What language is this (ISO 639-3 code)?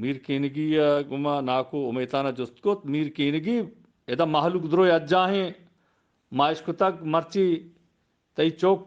bgp